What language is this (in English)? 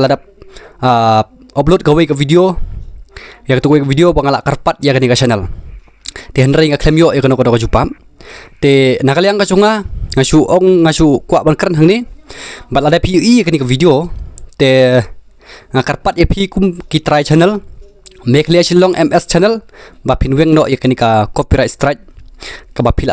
Khasi